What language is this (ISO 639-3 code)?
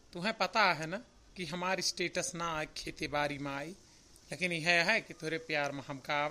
awa